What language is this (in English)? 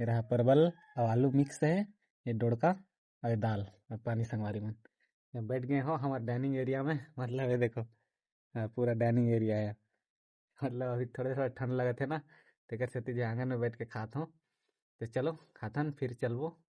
Chhattisgarhi